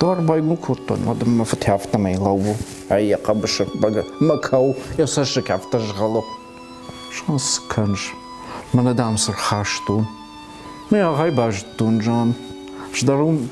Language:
Ossetic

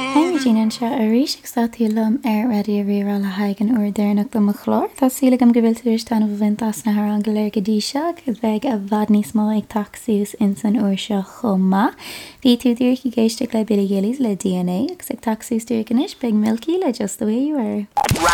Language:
Irish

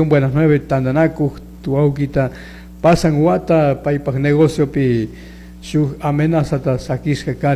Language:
Chimborazo Highland Quichua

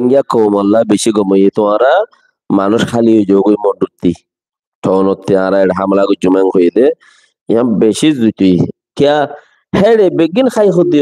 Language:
Rohingya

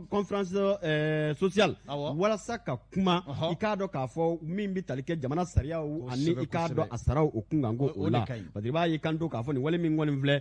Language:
Bambara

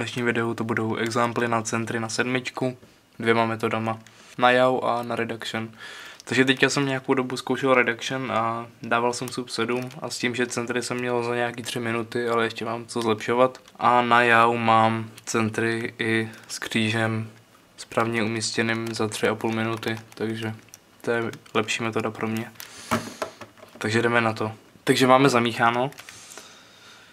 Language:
Czech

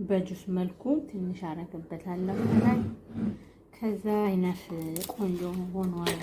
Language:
Amharic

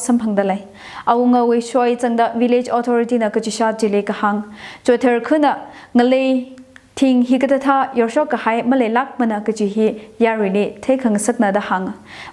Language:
Tangkhul Naga (India)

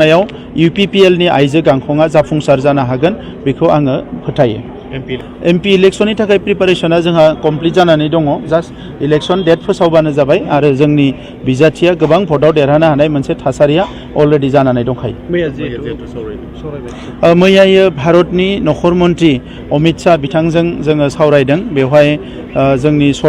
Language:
Bodo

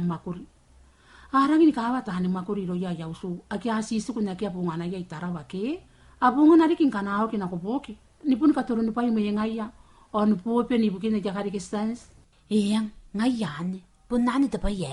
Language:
Gilbertese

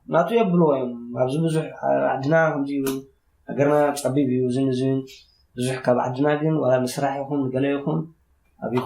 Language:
Tigrinya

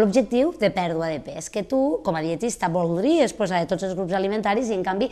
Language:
Catalan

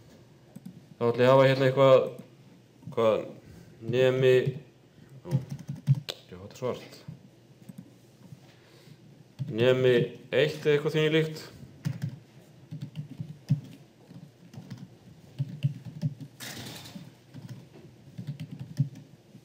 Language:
Icelandic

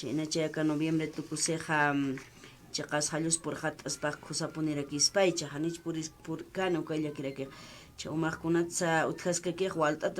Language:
Aymara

